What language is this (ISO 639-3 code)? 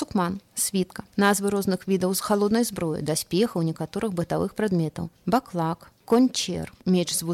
bel